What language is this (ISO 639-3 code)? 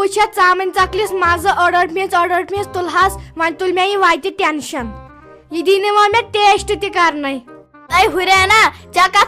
kas